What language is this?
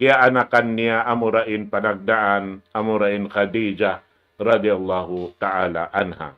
Tausug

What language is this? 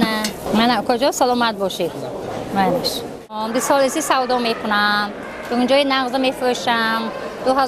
Tajik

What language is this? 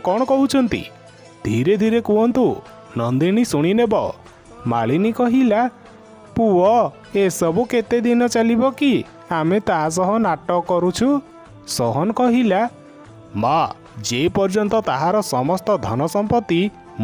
Odia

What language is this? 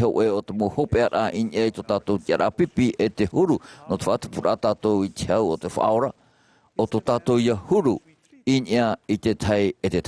Tahitian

